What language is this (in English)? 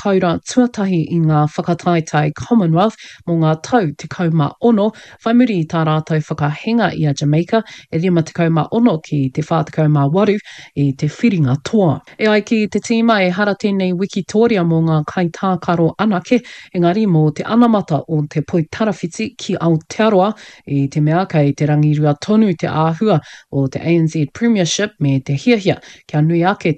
Māori